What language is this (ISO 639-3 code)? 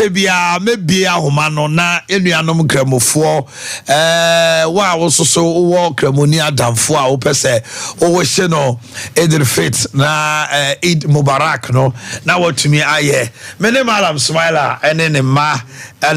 aka